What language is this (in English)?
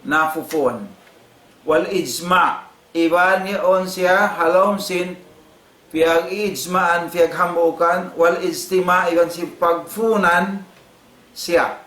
Tausug